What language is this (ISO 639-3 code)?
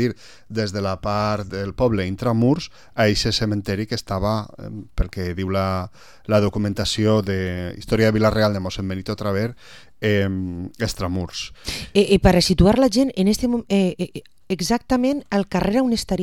cat